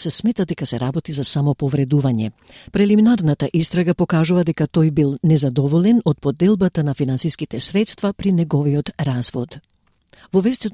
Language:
Macedonian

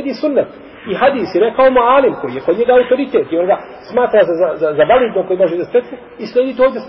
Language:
Bosnian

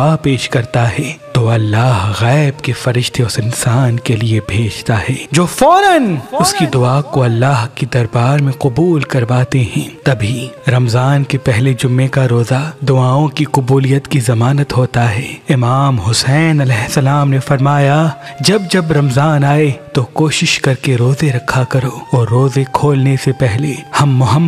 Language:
Urdu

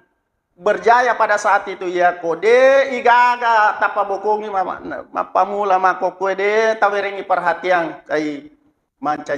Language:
Buginese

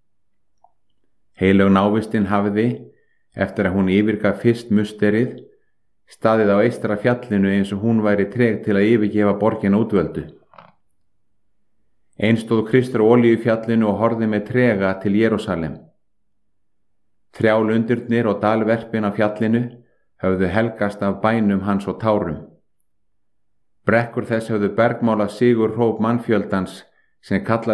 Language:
Icelandic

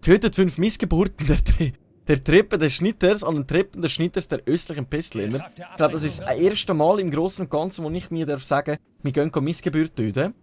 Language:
Swiss German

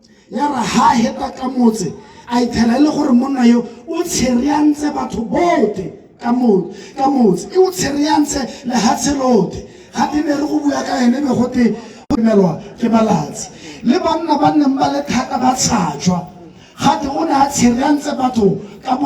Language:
Tswana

